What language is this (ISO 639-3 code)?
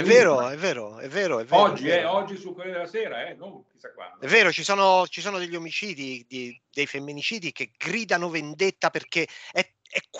ita